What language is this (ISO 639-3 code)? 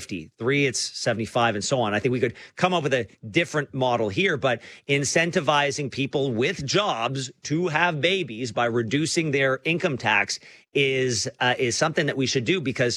eng